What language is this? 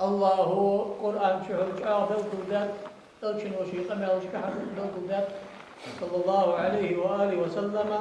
Ingush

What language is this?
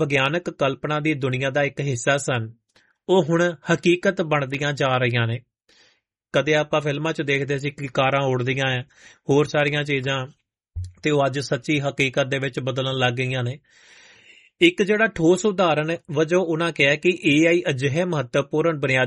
Punjabi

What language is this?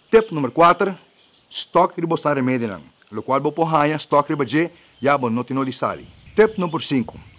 Papiamento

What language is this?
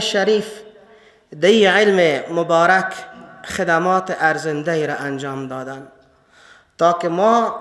Persian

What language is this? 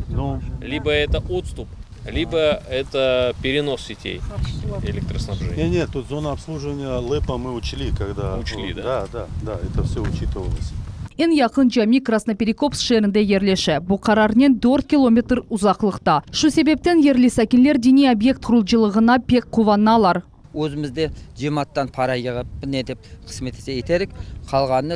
Crimean Tatar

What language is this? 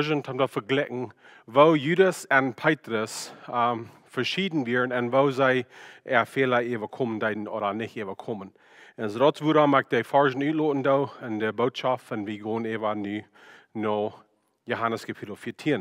Plautdietsch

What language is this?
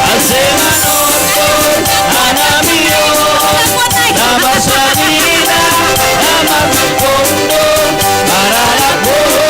Batak Simalungun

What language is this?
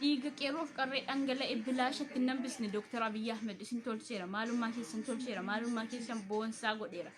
Oromo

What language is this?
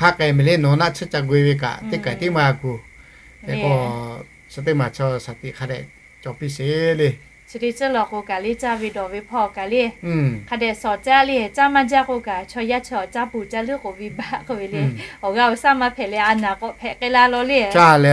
Lahu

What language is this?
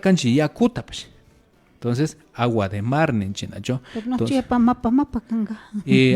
Imbabura Highland Quichua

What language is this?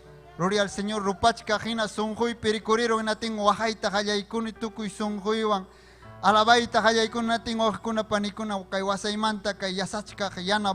Ayacucho Quechua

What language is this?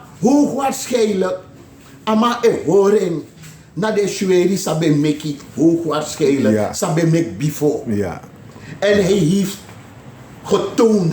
Sranan Tongo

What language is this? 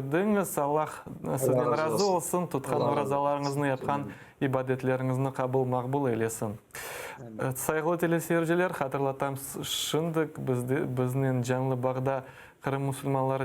Crimean Tatar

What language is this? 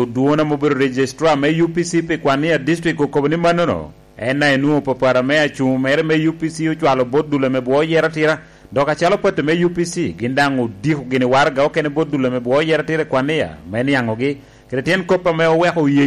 Lango (Uganda)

